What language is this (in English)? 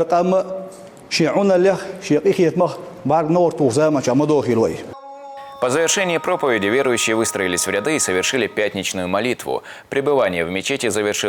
Chechen